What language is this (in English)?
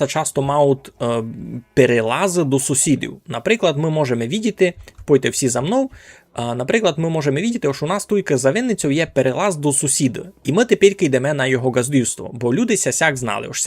Rusyn